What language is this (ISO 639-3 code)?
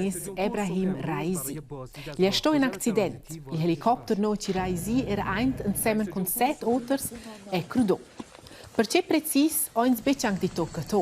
roh